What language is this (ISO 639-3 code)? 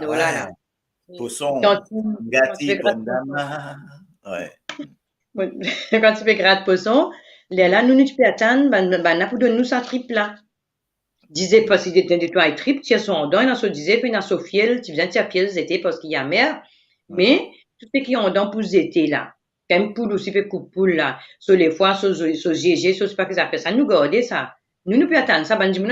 mfe